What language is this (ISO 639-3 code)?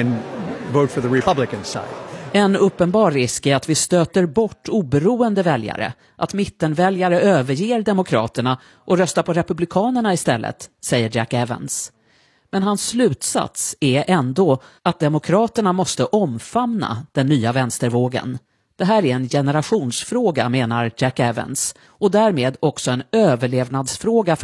swe